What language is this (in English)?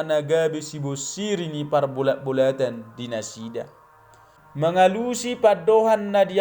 Batak Toba